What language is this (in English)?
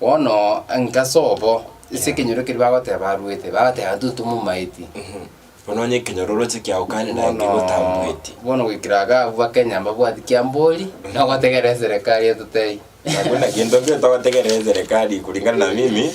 Gusii